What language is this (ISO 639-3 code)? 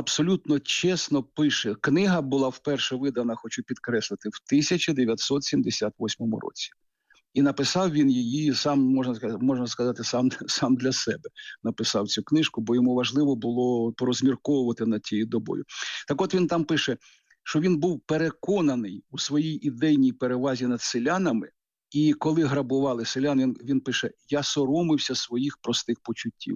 ukr